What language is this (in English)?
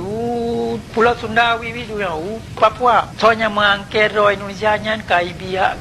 Achinese